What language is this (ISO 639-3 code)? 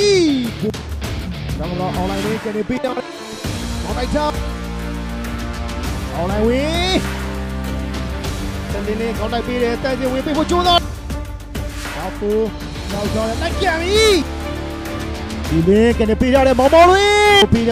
mya